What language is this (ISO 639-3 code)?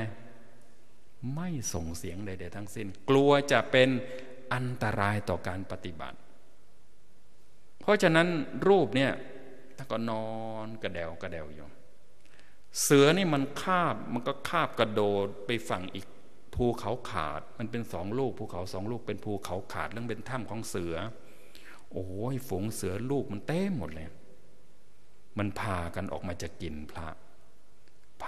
tha